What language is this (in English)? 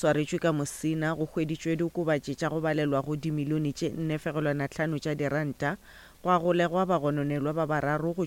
Northern Sotho